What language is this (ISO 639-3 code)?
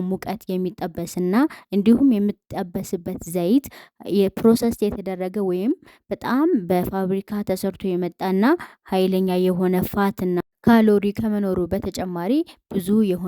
amh